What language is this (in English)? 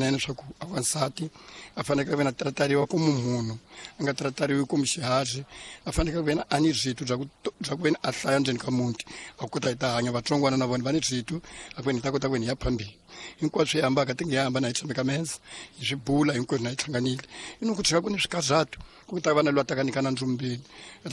Tsonga